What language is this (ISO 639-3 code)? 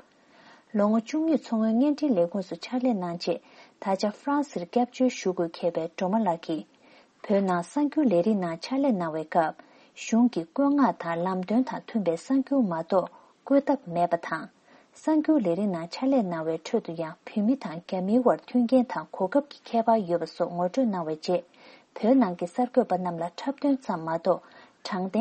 bod